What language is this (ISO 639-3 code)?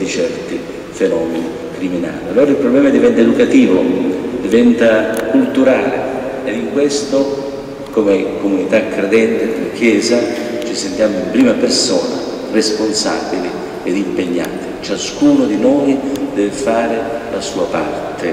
ita